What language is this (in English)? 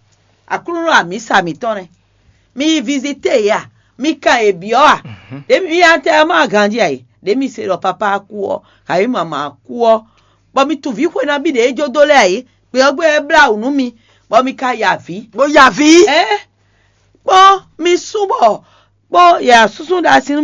Fon